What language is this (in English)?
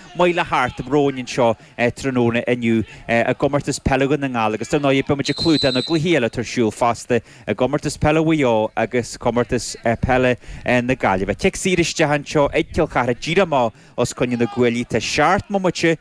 Irish